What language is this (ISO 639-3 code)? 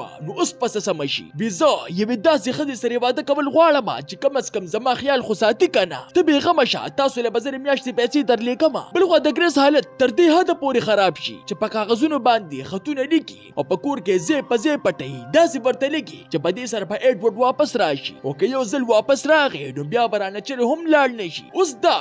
pus